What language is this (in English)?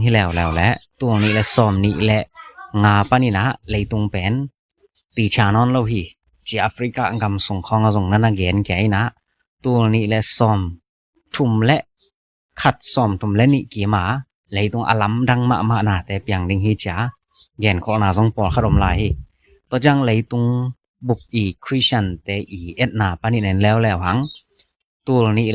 Tedim Chin